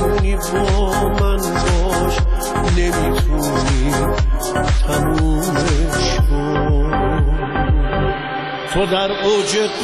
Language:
Persian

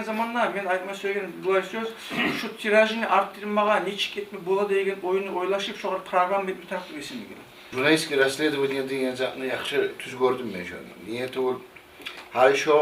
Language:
Kumyk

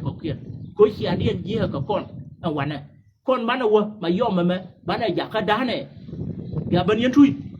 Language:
Nuer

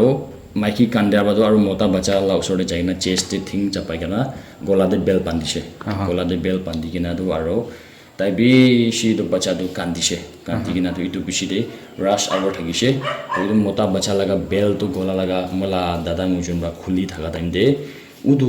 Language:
Naga Pidgin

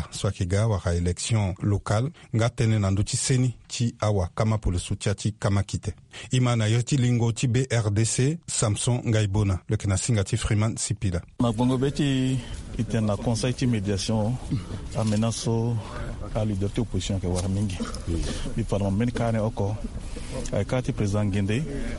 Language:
Sango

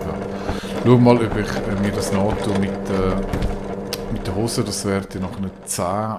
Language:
Swiss German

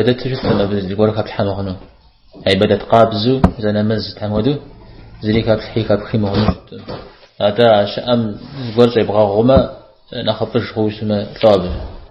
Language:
Kabardian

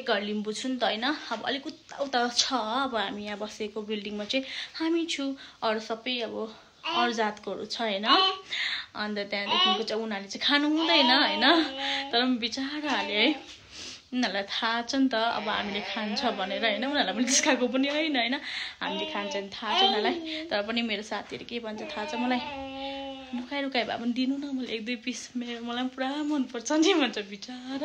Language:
Nepali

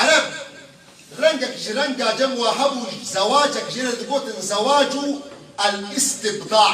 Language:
Kurdish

